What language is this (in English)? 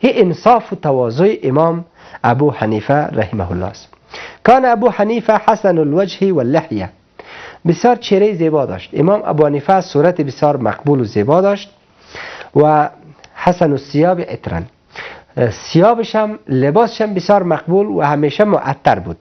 Persian